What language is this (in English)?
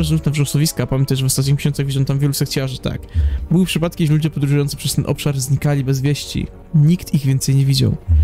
Polish